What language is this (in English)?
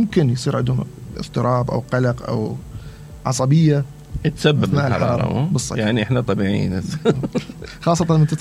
Mesopotamian Arabic